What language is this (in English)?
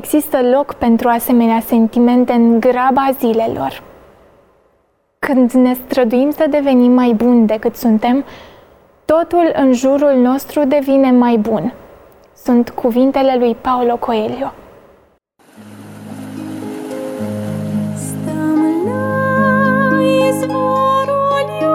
Romanian